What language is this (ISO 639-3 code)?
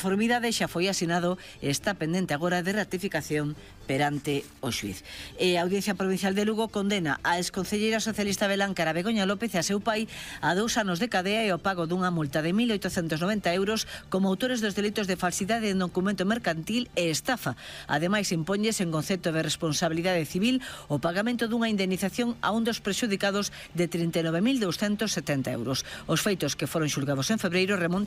glg